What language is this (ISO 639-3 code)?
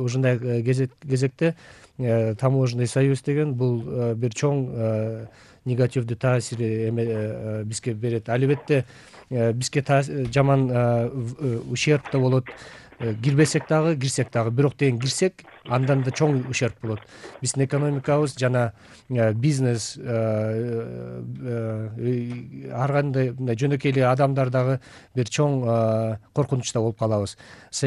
kir